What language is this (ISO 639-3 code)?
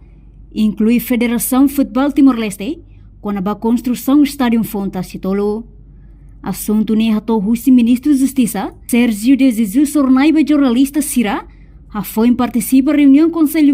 tet